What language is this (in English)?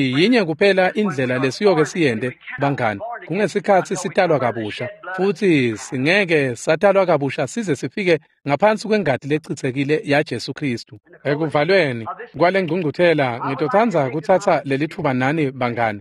Swati